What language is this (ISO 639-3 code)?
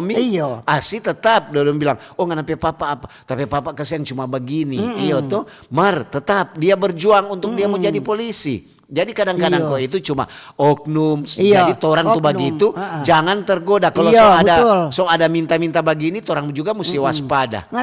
xmm